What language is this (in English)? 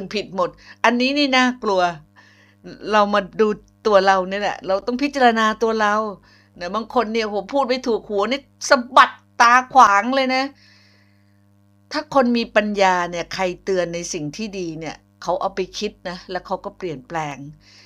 Thai